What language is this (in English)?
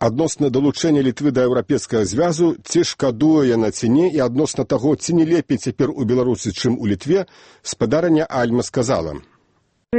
Belarusian